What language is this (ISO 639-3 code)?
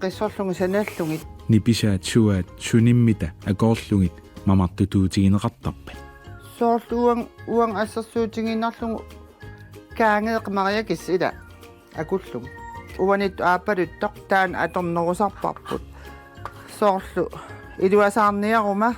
kal